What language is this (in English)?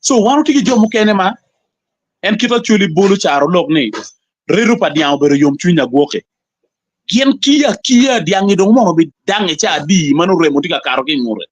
Acoli